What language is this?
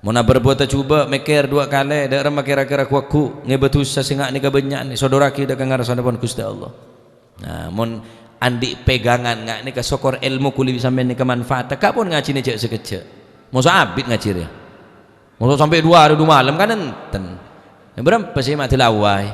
Madurese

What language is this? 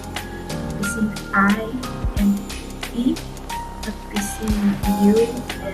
Tok Pisin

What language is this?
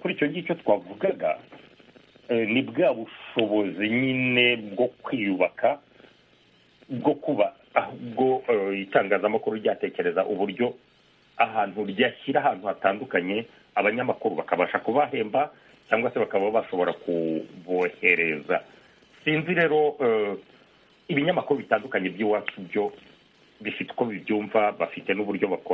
Kinyarwanda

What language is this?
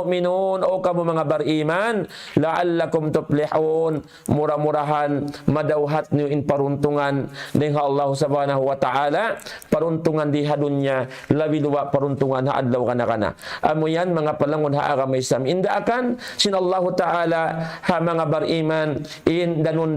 Tausug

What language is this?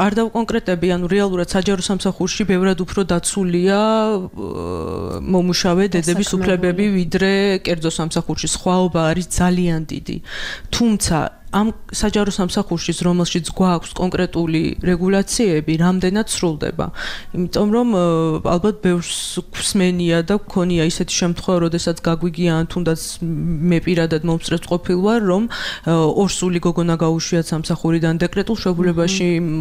Georgian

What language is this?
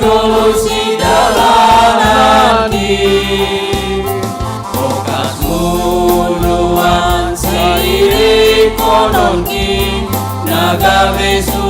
Batak Simalungun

